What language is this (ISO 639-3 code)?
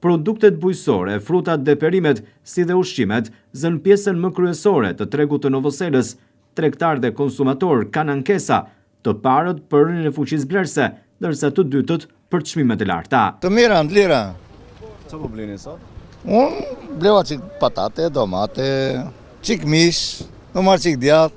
sqi